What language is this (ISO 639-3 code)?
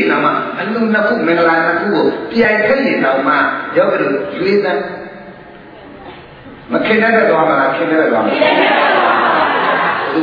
mya